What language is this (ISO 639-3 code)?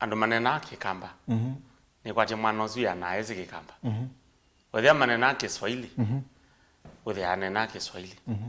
kam